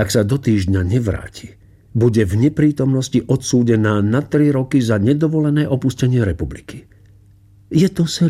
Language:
Slovak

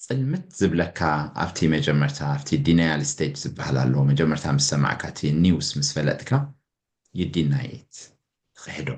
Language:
Tigrinya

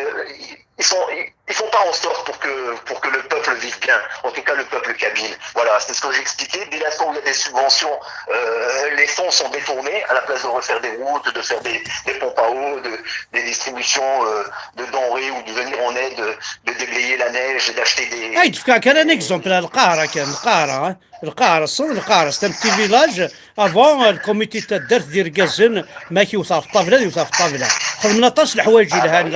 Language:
Kabyle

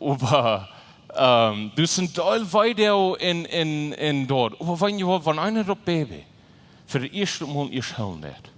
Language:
Plautdietsch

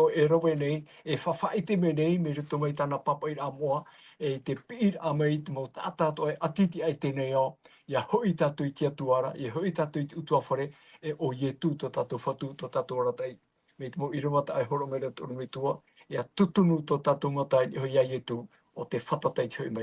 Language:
Tahitian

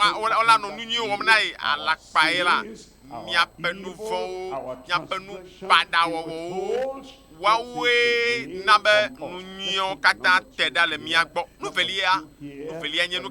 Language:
Ewe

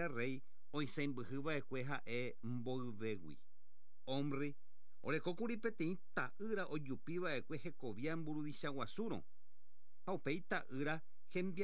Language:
Guarani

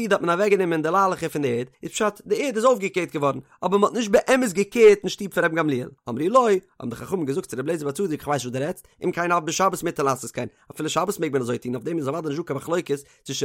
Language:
Yiddish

